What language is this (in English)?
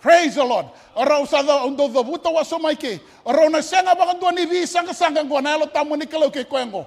Fijian